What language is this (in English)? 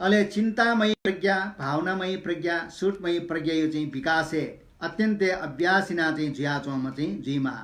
Newari